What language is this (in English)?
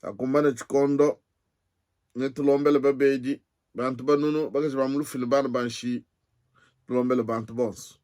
Luba-Lulua